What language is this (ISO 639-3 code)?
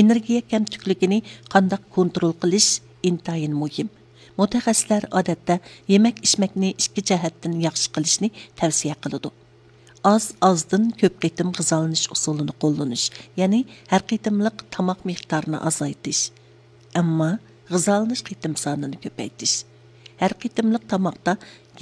uig